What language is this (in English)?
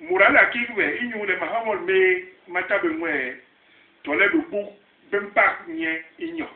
Basaa